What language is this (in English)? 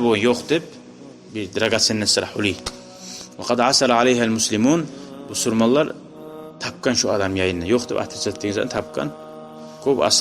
Kumyk